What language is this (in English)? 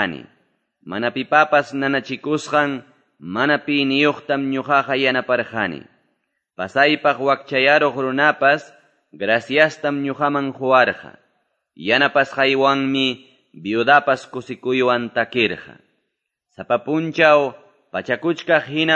Quechua